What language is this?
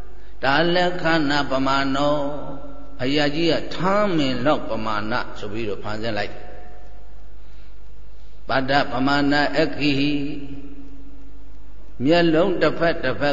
Burmese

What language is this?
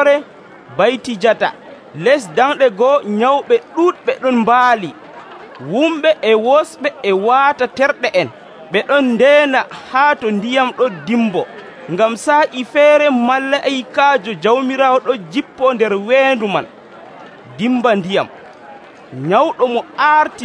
Nigerian Fulfulde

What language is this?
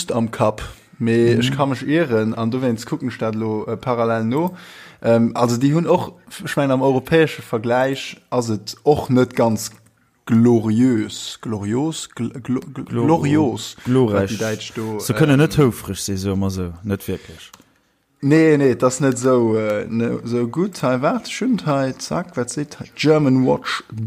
Luxembourgish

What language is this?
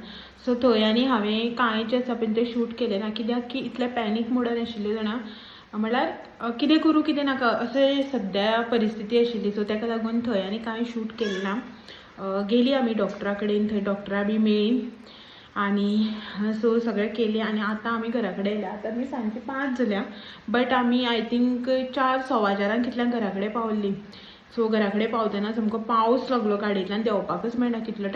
Konkani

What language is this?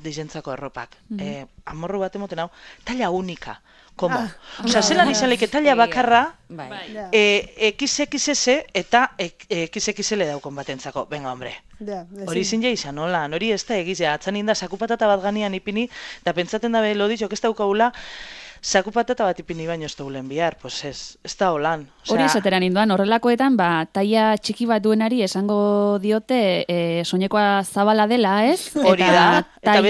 Basque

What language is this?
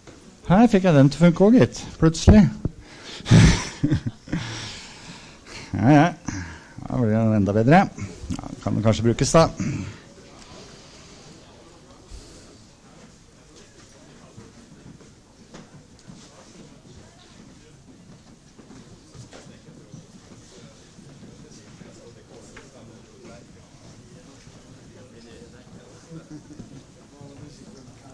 Norwegian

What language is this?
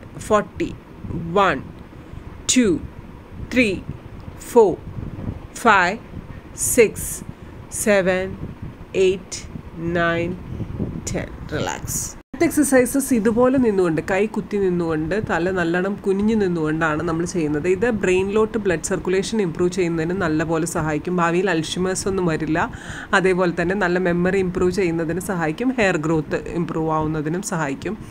Malayalam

